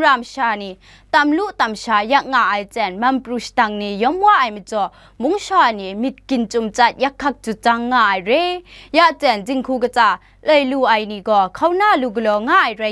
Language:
Kachin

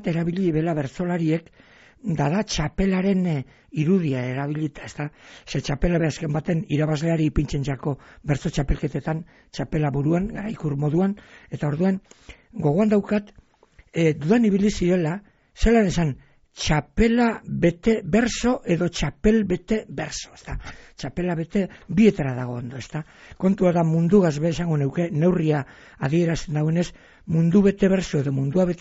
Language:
Basque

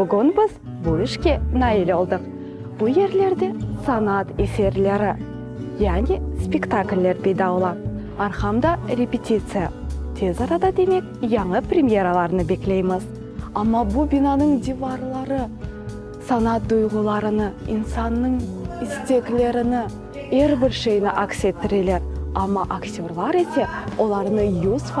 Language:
Crimean Tatar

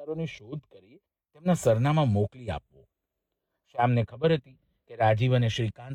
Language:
Gujarati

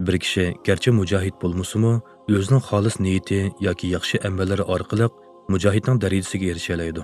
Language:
Uyghur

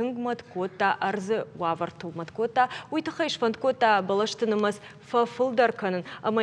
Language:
Ossetic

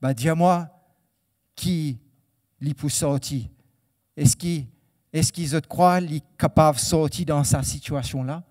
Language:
Morisyen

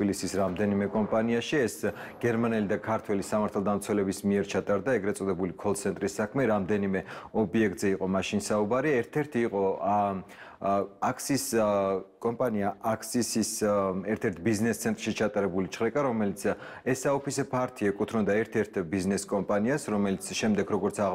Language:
Georgian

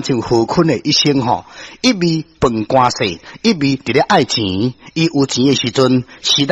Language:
Min Nan Chinese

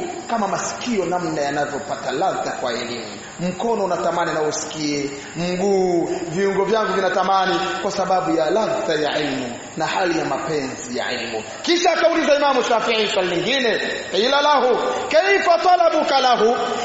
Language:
Swahili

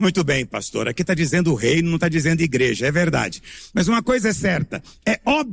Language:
Portuguese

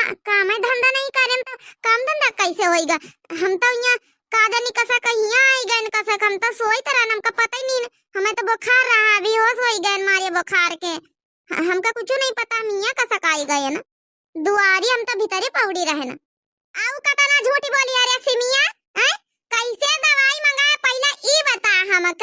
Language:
Awadhi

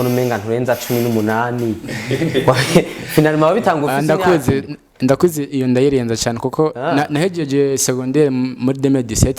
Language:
Rundi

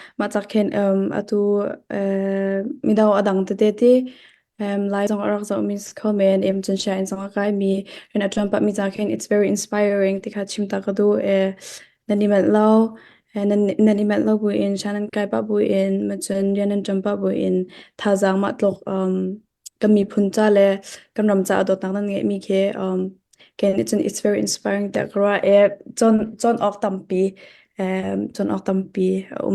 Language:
Hakha Chin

